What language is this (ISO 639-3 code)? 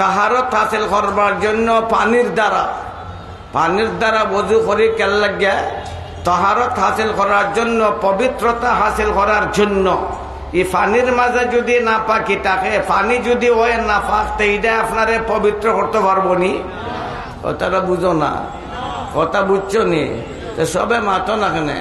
syl